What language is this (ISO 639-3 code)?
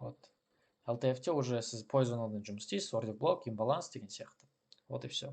kaz